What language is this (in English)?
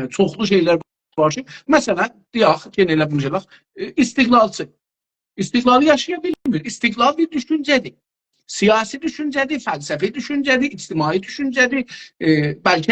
South Azerbaijani